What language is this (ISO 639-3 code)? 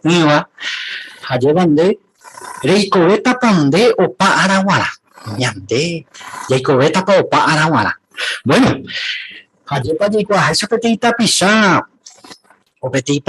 grn